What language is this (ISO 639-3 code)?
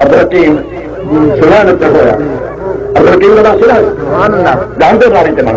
skr